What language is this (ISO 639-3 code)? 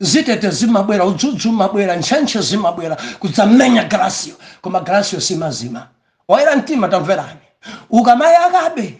nya